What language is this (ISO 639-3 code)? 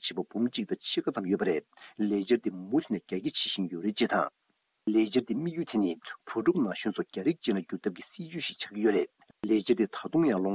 bod